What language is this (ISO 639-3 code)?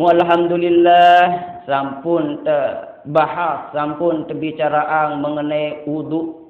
sas